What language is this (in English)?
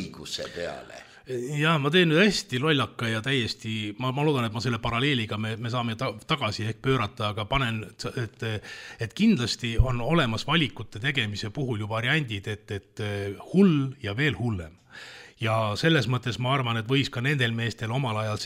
Estonian